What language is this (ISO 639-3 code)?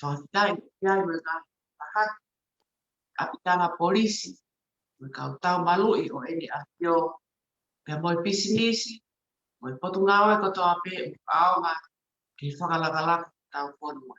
ton